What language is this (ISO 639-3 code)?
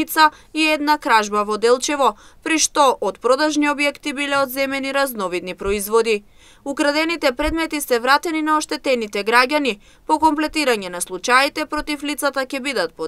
mkd